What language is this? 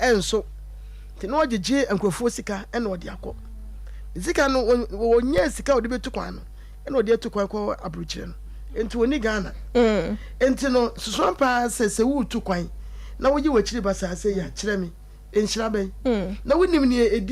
Akan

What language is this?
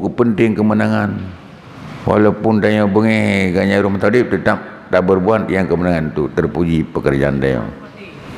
Achinese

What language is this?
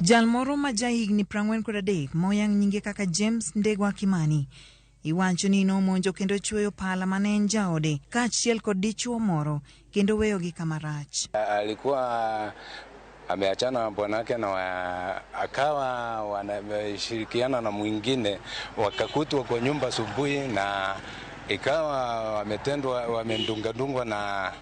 Luo (Kenya and Tanzania)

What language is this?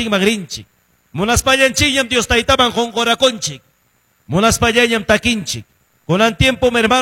Ayacucho Quechua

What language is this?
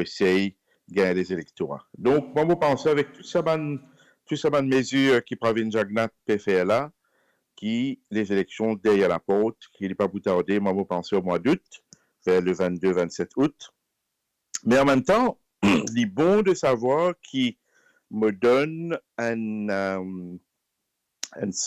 Morisyen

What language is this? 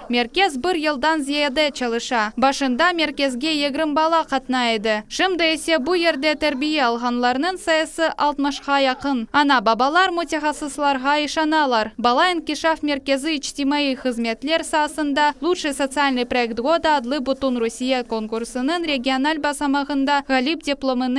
Crimean Tatar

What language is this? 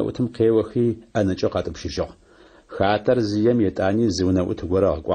Adyghe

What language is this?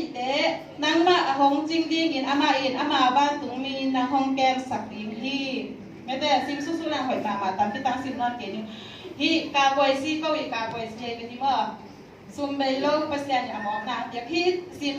Tedim Chin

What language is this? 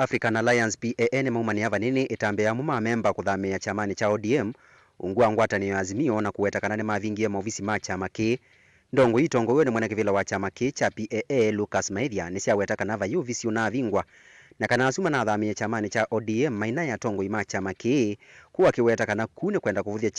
Kamba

